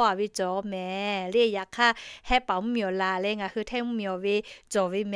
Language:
Lahu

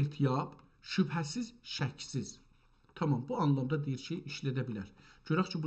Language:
South Azerbaijani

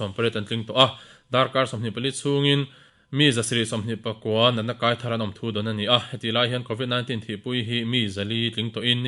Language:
Mizo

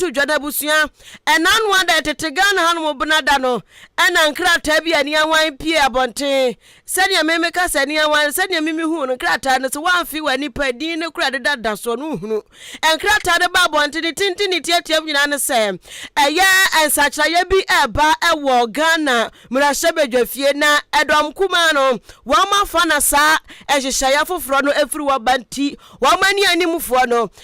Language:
Akan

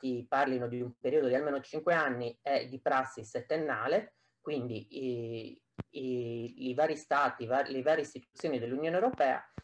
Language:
Italian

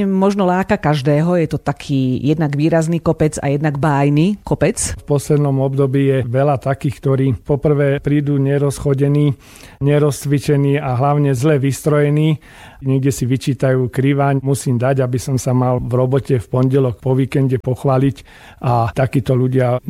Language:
Slovak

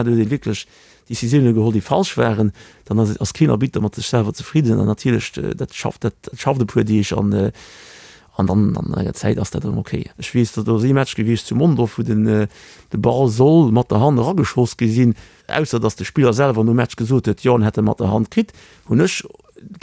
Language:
Luxembourgish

